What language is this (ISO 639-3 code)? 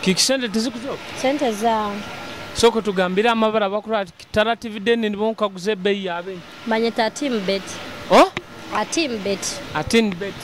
nyo